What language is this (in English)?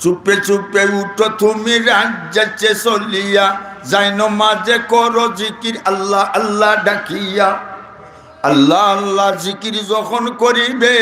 Sylheti